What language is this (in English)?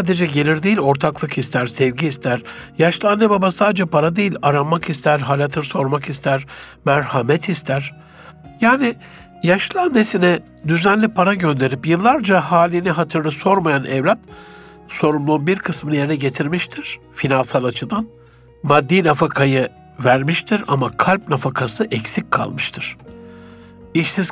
Turkish